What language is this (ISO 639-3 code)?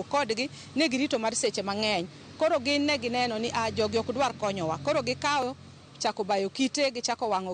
luo